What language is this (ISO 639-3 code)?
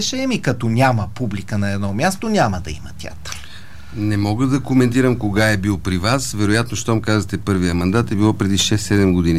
bul